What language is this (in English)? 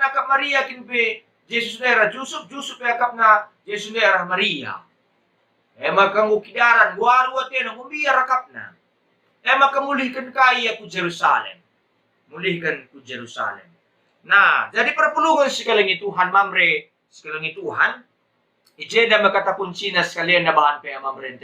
Batak Karo